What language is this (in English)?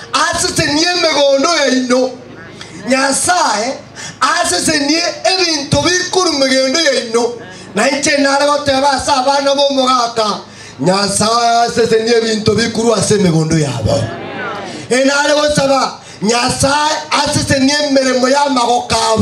Gusii